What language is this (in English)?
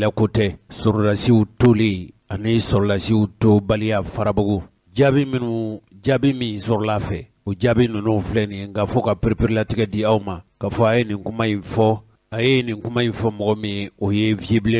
Bambara